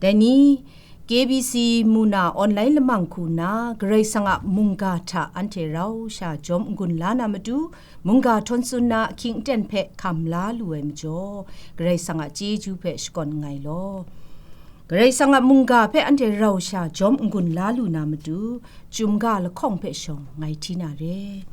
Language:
Kachin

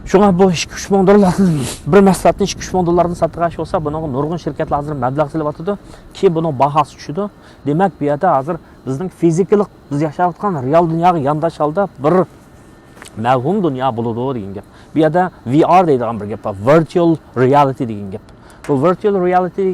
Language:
Uyghur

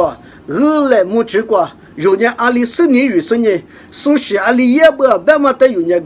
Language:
Lisu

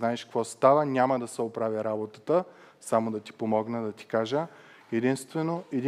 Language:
Bulgarian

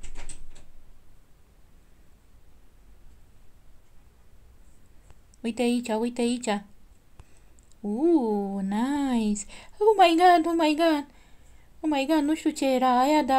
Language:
Romanian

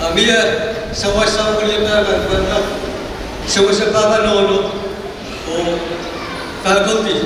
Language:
Pohnpeian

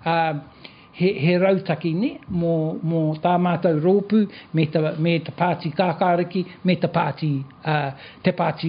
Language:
Māori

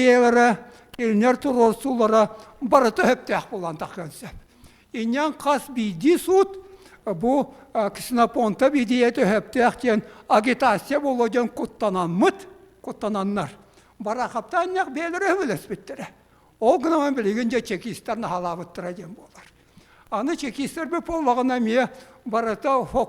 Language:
Yakut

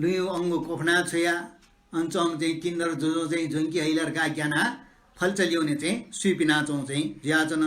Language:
Newari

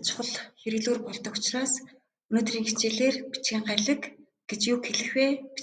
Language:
Mongolian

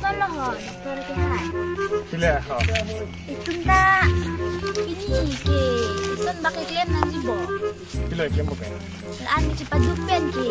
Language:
Karbi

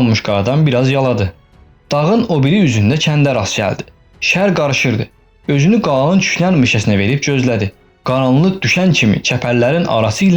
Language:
Azerbaijani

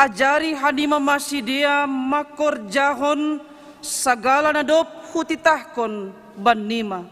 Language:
Batak Simalungun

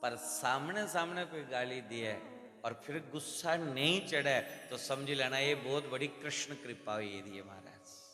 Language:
Dogri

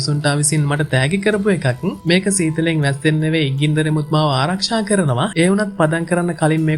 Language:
Sinhala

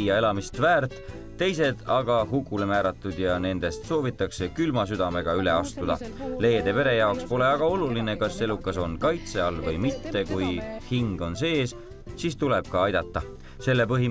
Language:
Estonian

